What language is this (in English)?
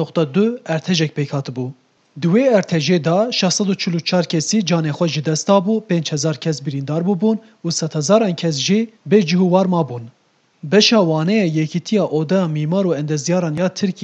Kurdish